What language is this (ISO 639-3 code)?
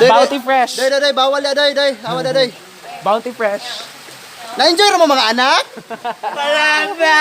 ceb